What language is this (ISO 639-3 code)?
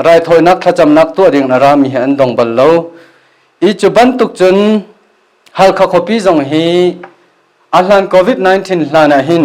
cnh